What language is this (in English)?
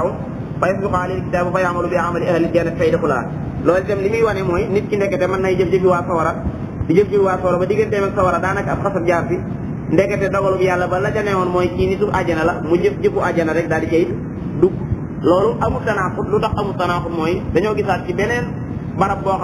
Wolof